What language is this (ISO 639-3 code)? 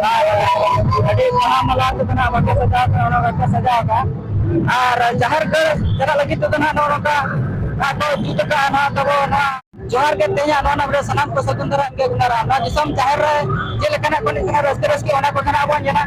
sat